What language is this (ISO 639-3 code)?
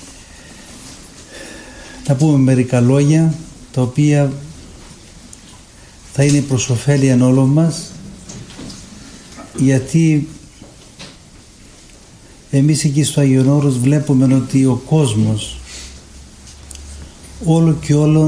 ell